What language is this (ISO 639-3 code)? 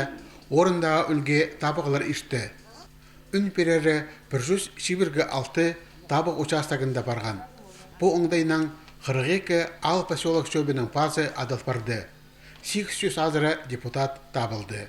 kjh